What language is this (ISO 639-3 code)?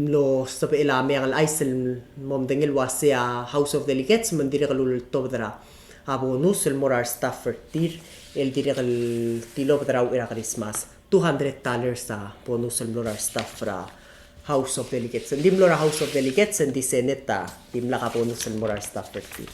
pau